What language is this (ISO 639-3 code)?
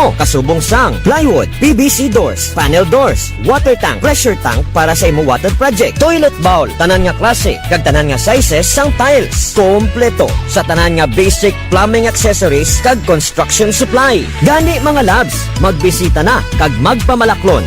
hil